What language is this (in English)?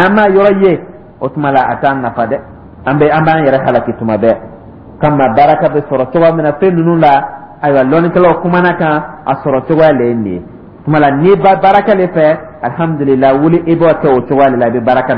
Dyula